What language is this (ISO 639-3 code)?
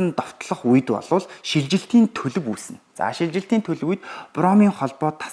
mon